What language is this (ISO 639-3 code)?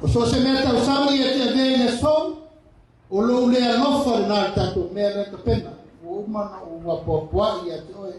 smo